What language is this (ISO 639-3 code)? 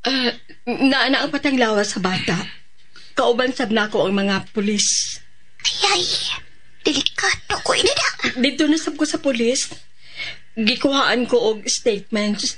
ceb